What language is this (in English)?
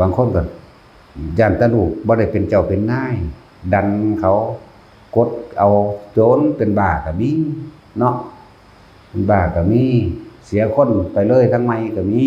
Northeastern Thai